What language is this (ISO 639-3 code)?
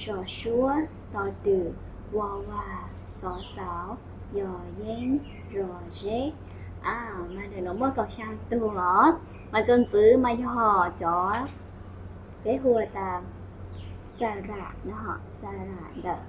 hmn